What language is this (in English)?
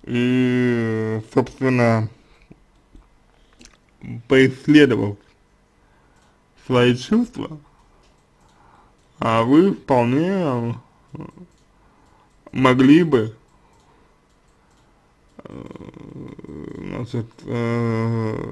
Russian